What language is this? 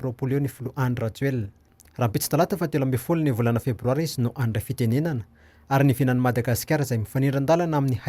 Malagasy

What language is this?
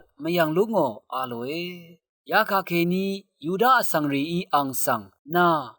Rawang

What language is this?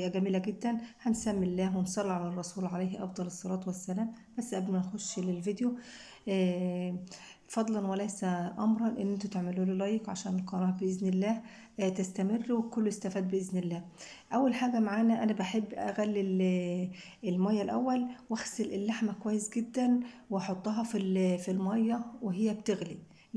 Egyptian Arabic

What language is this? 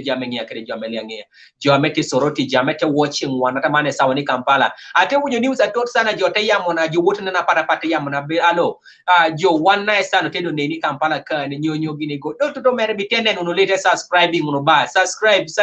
Kumam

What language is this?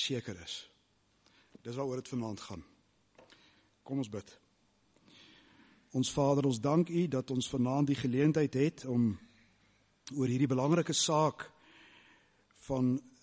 Afrikaans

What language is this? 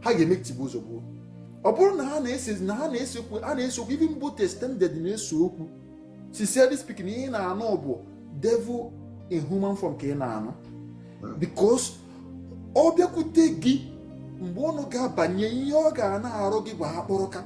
Igbo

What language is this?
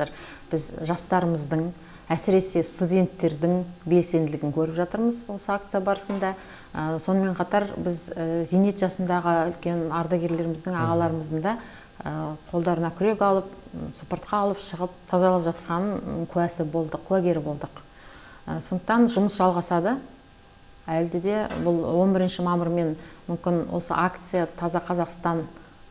Kazakh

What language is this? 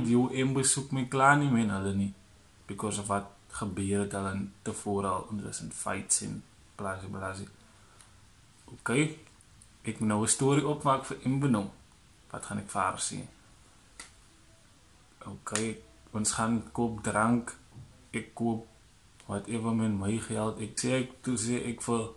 Afrikaans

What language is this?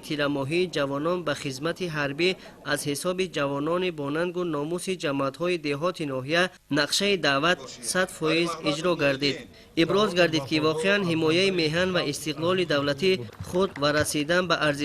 Tajik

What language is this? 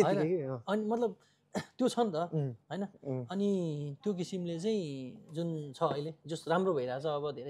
Nepali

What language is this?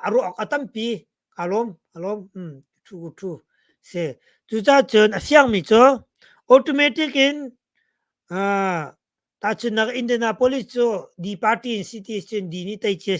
Hakha Chin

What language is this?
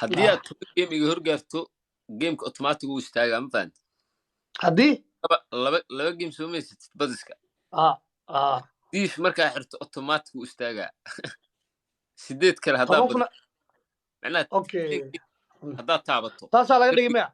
Somali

